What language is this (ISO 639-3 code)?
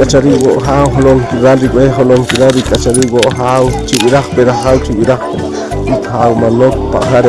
poh